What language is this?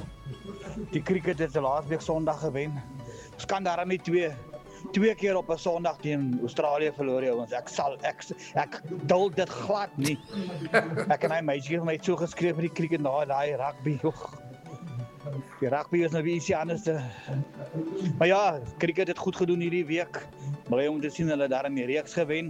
Afrikaans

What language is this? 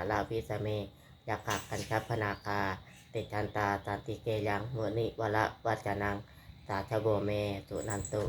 Pali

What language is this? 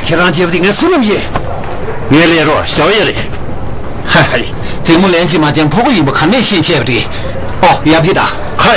Tibetan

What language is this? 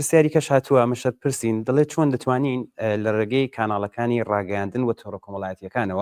Central Kurdish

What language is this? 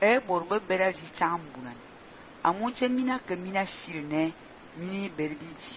Fang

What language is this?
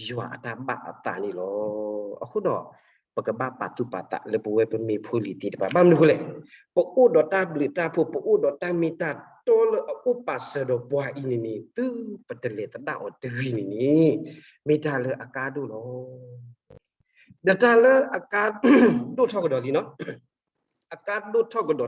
S'gaw Karen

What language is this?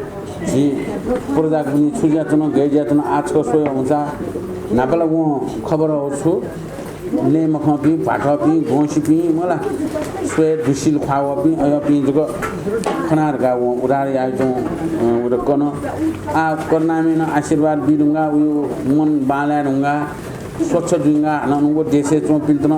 Newari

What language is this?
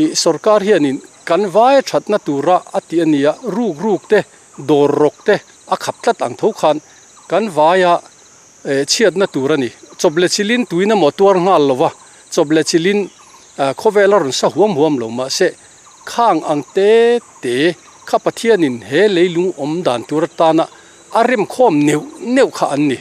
Mizo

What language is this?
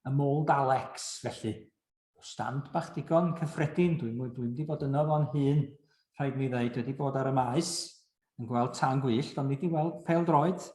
Welsh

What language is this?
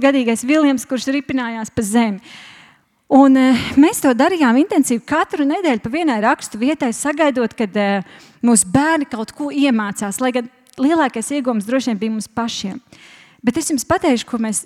Latvian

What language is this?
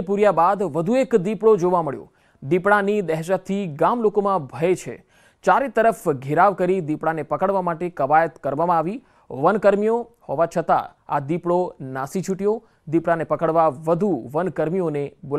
Gujarati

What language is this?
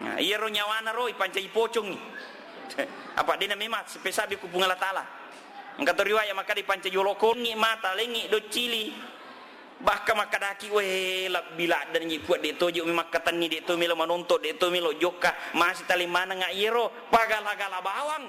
Buginese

